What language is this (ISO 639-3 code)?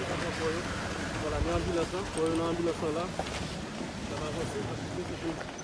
hat